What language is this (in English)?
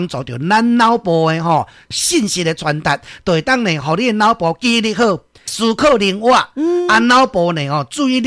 Min Nan Chinese